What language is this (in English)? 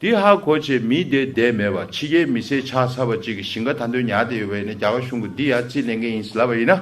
Tibetan